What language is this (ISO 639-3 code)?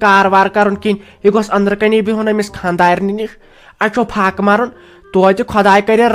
kas